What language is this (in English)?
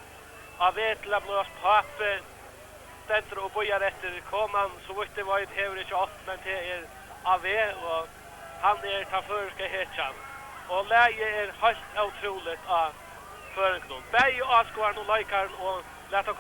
Faroese